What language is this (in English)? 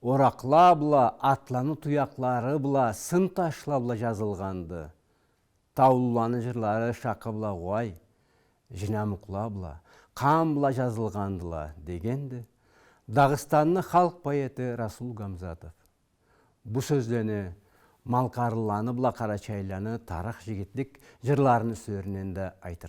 Karachay-Balkar